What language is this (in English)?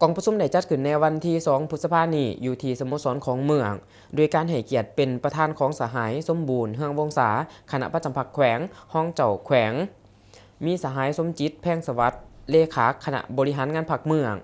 Lao